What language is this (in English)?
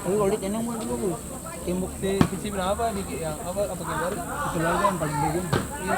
Ambonese Malay